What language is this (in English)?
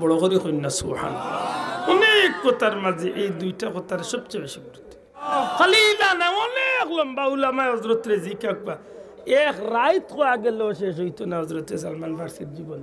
Sylheti